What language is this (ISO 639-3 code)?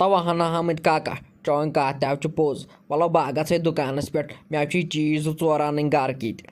kas